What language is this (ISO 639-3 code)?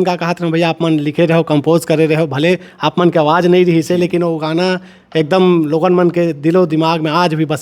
hne